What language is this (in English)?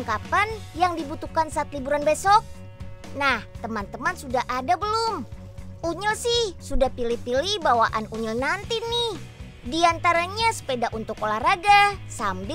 Indonesian